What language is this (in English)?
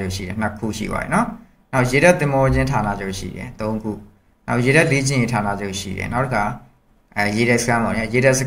Burmese